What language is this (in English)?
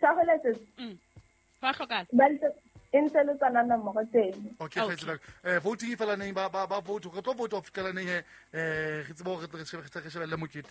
Southern Sotho